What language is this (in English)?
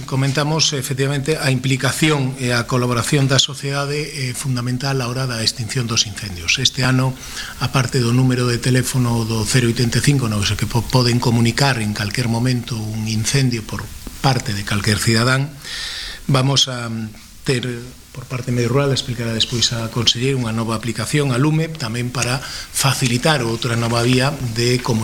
Galician